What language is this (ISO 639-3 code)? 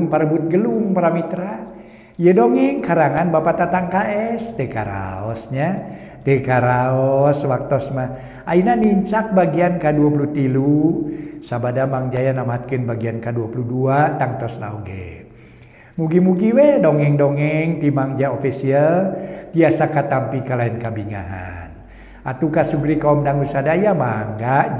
sun